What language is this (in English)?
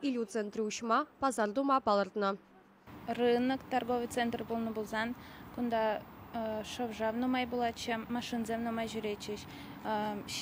Chuvash